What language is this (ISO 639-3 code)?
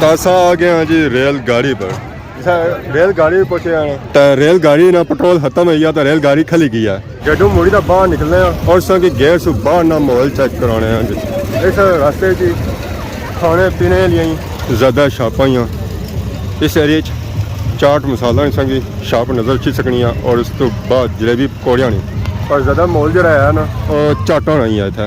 phr